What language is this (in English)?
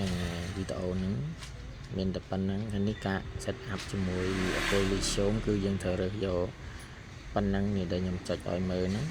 Khmer